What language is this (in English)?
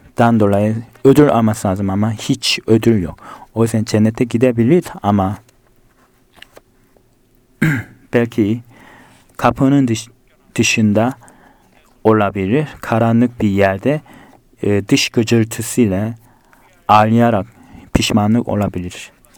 Turkish